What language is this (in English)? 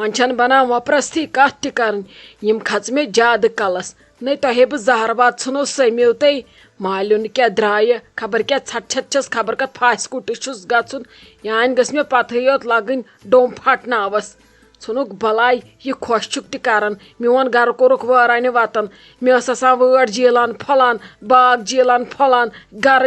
Kashmiri